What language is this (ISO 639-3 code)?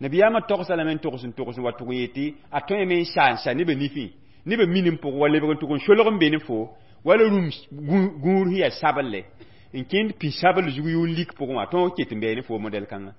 mos